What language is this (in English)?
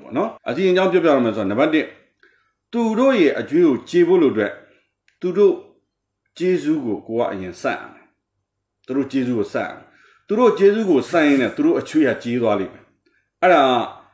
Burmese